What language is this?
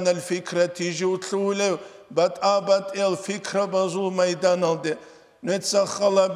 Avaric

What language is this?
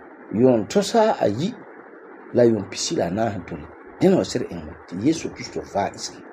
Frafra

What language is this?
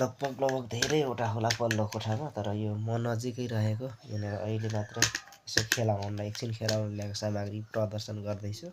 Nepali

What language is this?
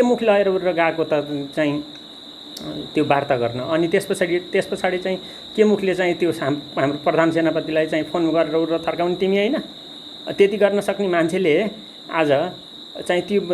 Nepali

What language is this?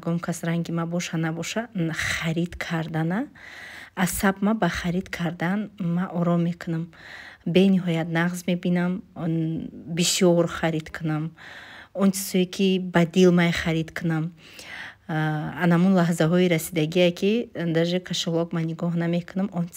Tajik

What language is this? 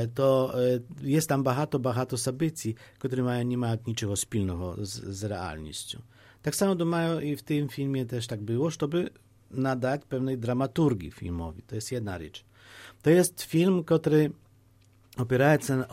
Polish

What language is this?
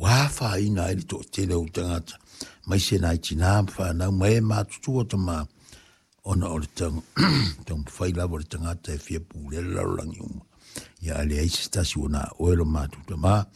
Samoan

